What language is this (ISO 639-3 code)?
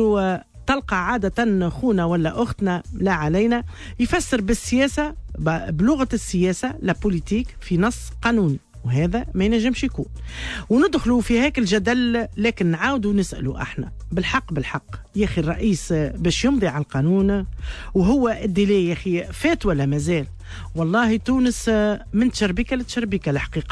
aeb